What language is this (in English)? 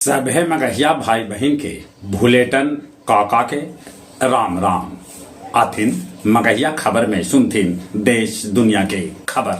Magahi